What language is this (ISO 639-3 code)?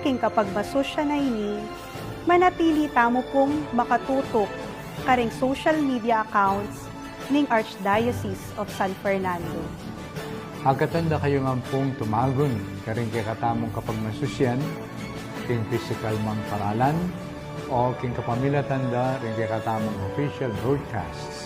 pam